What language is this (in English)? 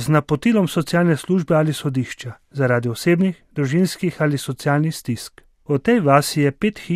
Slovenian